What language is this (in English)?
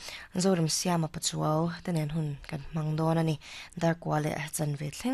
Mizo